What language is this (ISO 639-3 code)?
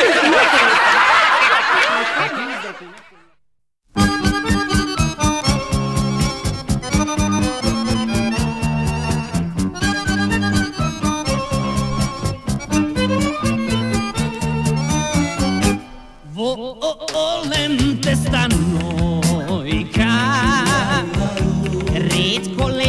srp